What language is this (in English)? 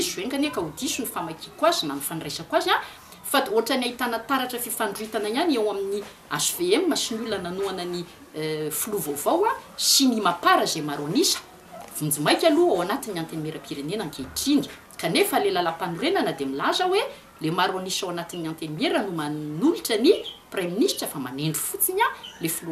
Malagasy